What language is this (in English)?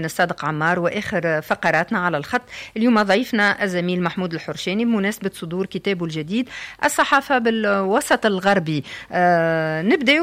Tunisian Arabic